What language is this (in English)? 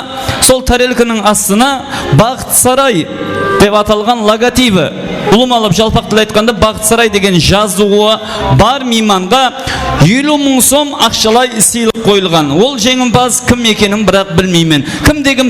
Kara-Kalpak